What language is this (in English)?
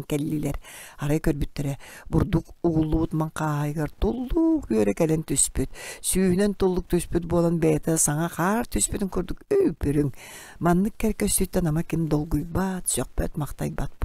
Yakut